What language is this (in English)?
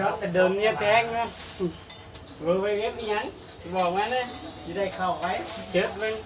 Lao